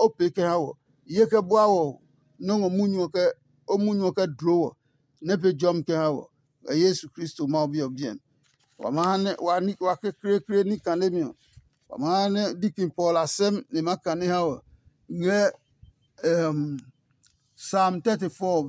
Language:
Adangme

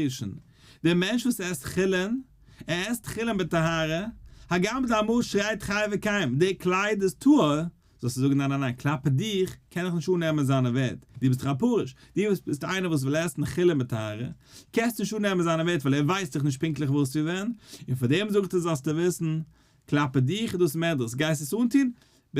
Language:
Yiddish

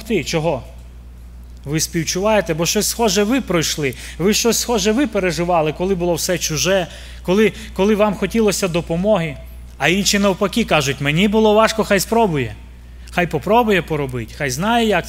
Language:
Ukrainian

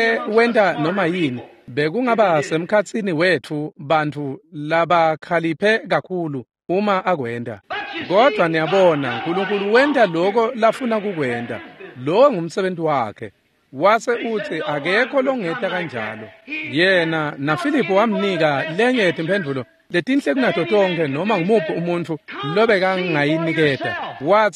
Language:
Swati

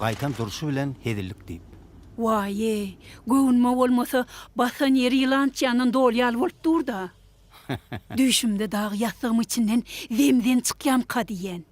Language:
Turkmen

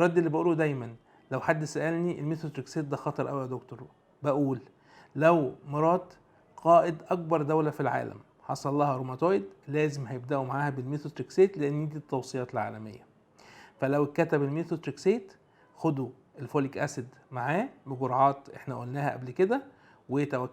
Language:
Egyptian Arabic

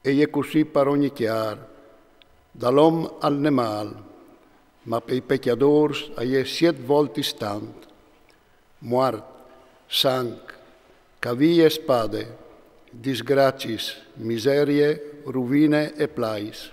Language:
Friulian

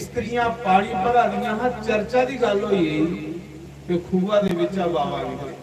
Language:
Dogri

